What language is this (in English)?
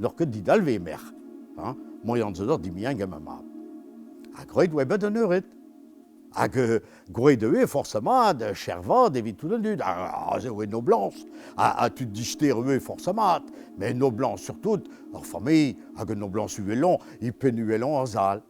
Breton